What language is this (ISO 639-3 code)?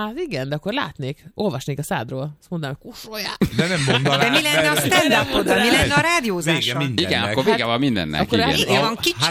hun